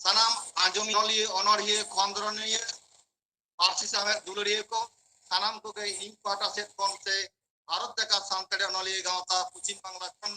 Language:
Santali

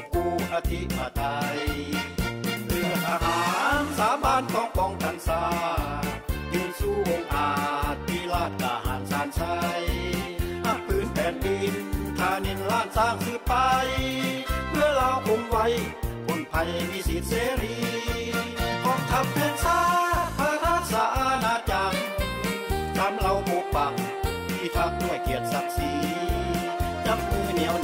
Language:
Thai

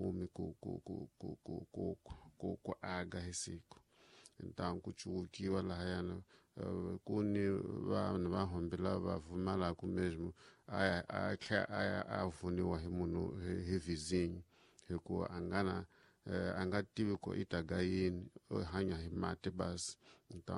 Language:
Tsonga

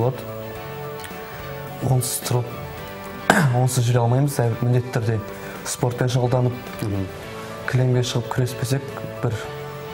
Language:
Kazakh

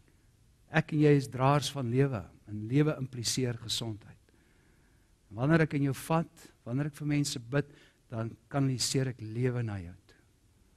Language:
Afrikaans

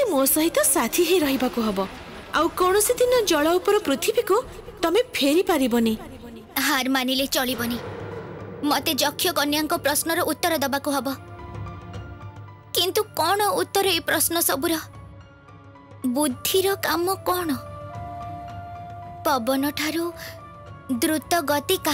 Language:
Odia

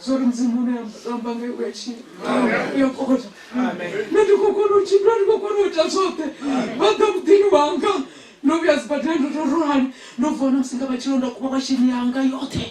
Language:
Venda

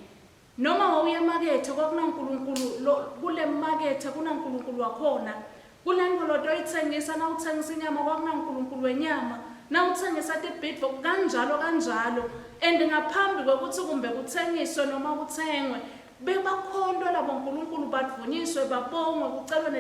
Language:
Swati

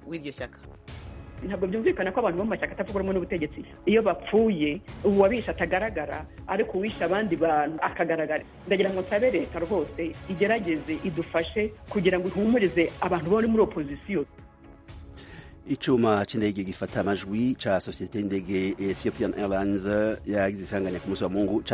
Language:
Kinyarwanda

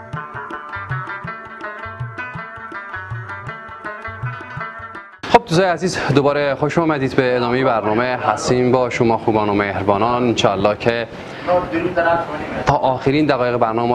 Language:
Persian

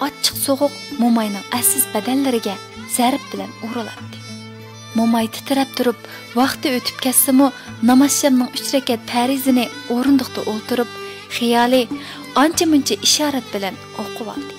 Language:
Uyghur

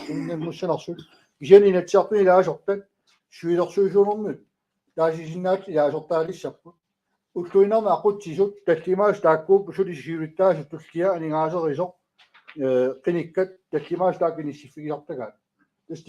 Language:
Kalaallisut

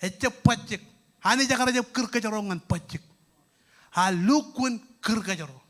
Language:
Marshallese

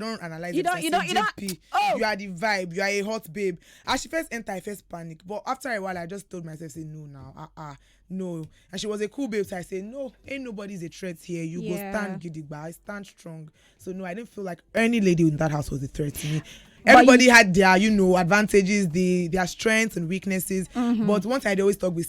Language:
Nigerian Pidgin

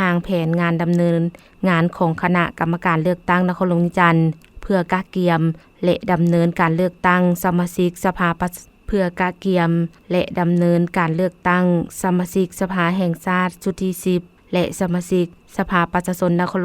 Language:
Lao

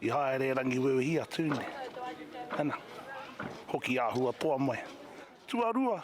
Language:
Māori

